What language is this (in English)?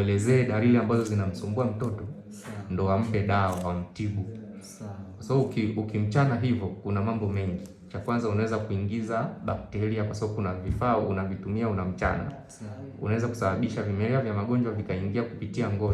Swahili